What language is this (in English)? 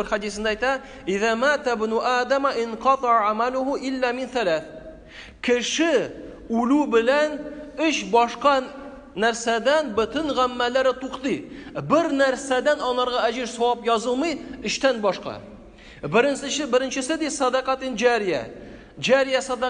Tatar